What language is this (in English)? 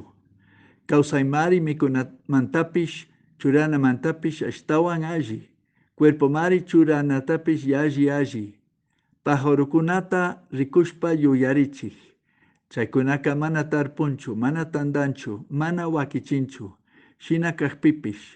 Chimborazo Highland Quichua